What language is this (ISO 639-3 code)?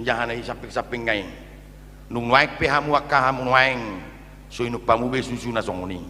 bbc